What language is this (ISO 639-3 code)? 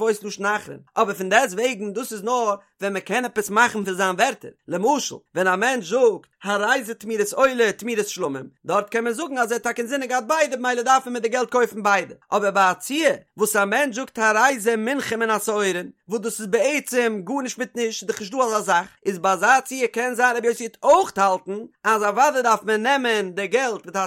yid